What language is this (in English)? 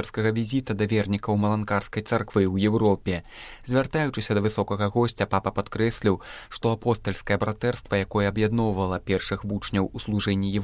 Belarusian